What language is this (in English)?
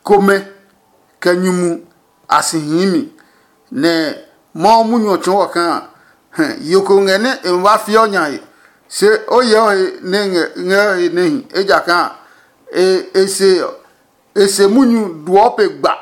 Adangme